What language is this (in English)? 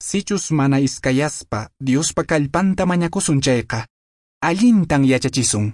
Quechua